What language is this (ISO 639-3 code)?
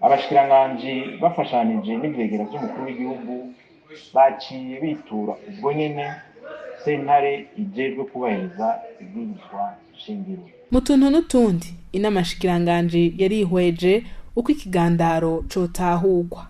run